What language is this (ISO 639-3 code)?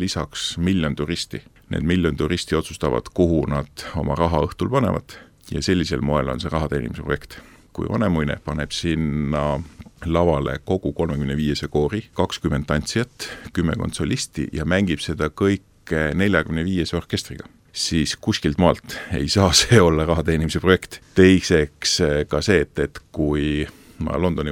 est